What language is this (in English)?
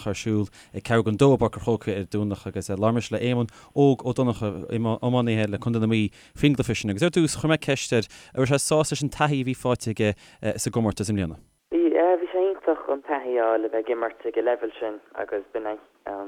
Irish